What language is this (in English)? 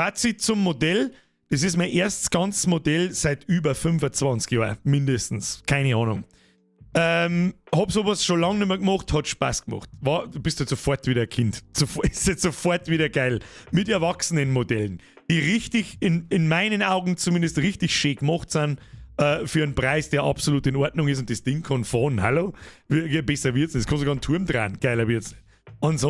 Bavarian